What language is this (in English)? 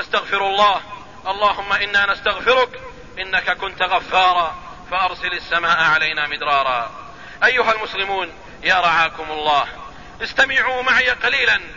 Arabic